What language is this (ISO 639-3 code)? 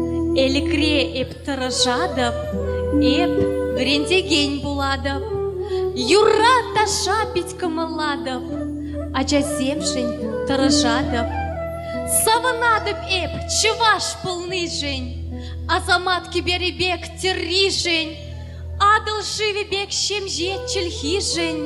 chv